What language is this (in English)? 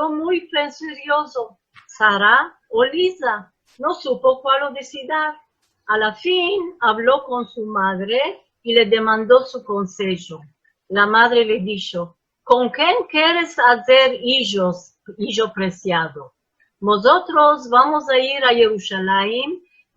Ladino